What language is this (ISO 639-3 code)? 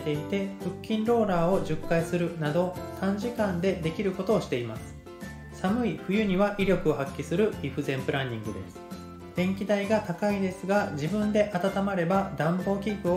jpn